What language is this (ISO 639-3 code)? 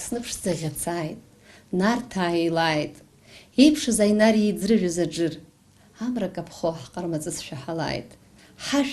abk